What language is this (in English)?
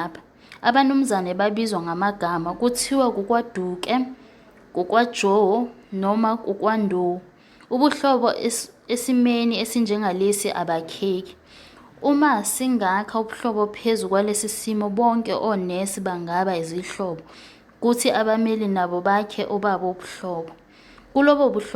Zulu